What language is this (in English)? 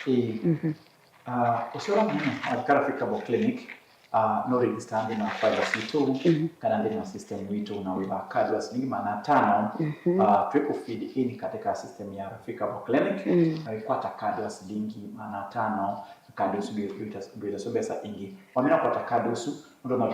Kamba